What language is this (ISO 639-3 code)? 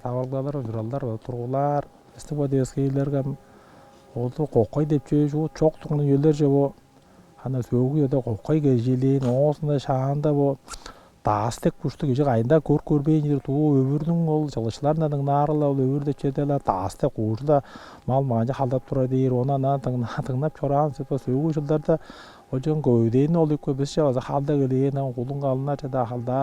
tyv